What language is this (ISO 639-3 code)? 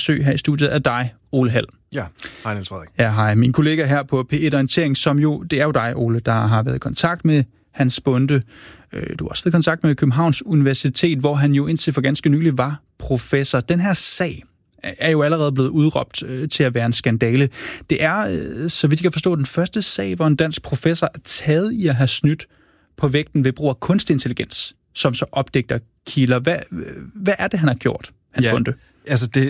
dan